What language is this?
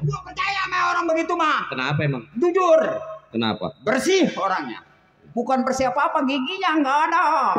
Betawi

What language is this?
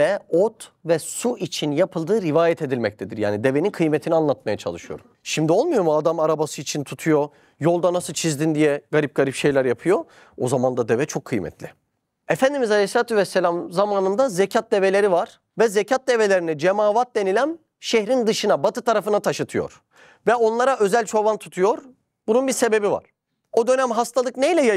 Turkish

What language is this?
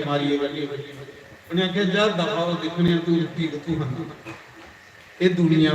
Dogri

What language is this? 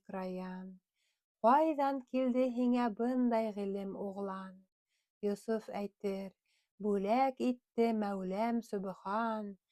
Bashkir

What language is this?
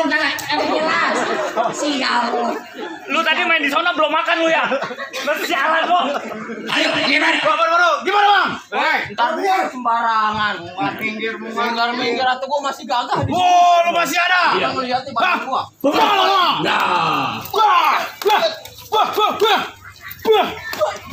Betawi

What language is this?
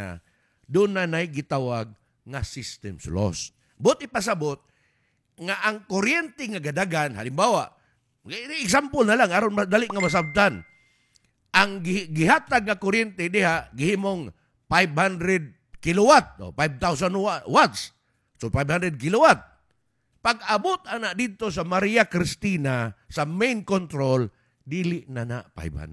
Cebuano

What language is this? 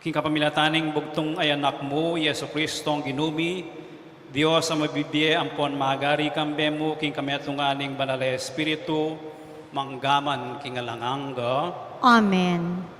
Pampanga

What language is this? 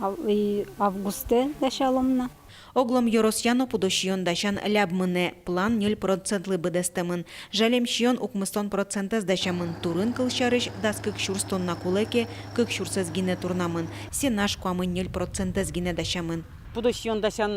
Udmurt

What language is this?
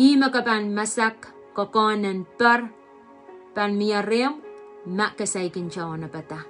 Pohnpeian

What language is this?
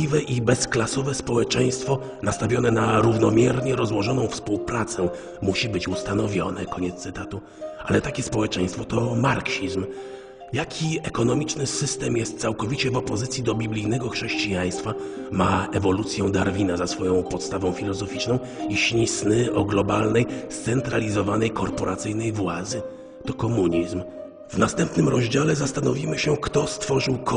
Polish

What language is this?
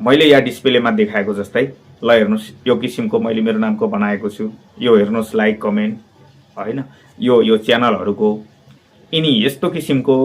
Nepali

